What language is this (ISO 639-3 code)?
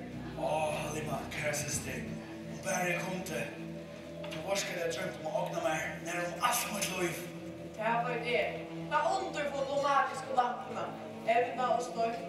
fao